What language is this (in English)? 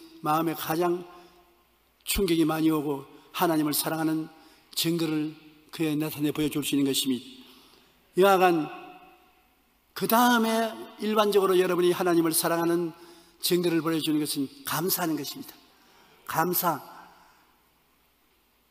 Korean